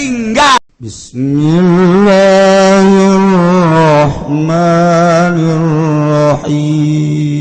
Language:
Sundanese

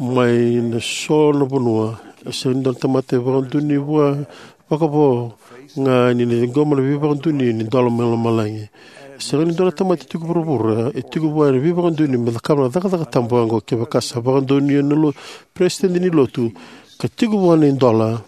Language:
Fijian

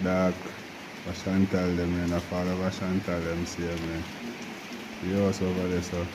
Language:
Jamaican Creole English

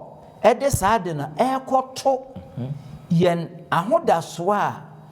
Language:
Akan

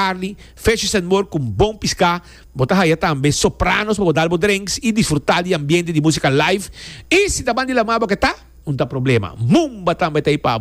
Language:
Papiamento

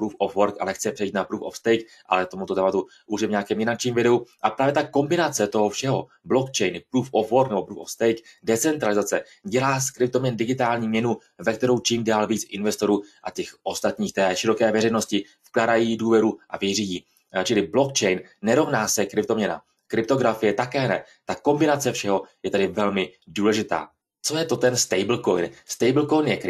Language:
Czech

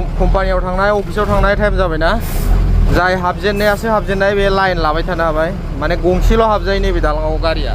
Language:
Bodo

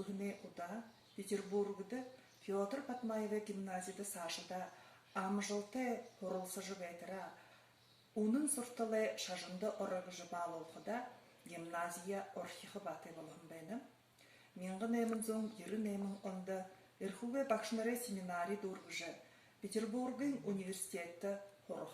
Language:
Buriat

